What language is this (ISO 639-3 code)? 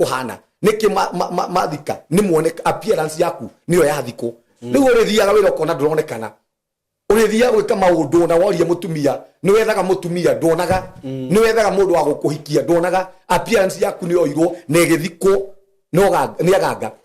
kik